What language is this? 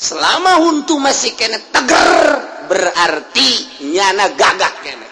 Sundanese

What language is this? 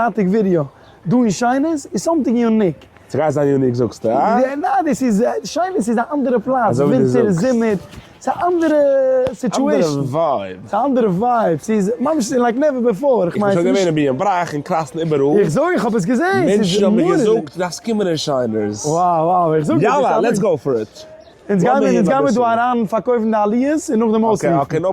Yiddish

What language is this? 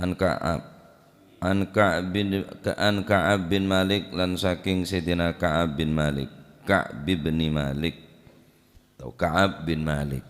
Madurese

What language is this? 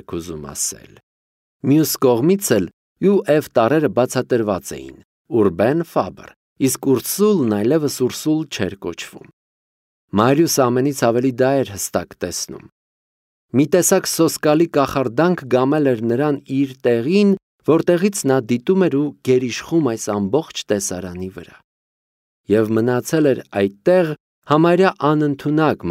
Armenian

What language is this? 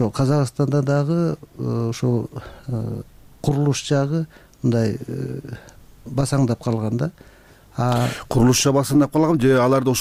Kyrgyz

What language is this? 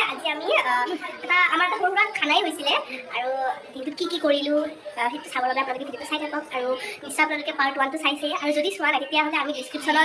Assamese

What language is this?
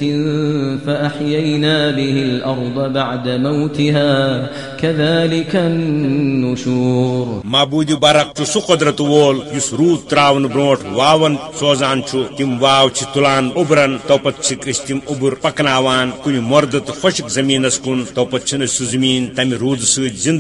Kashmiri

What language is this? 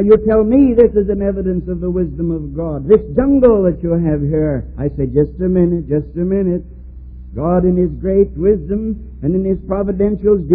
English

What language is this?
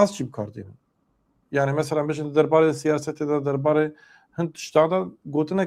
Kurdish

